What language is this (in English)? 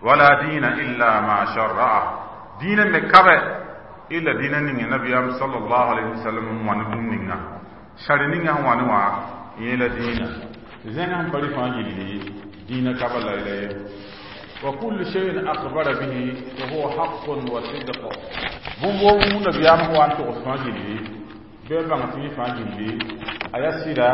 Mossi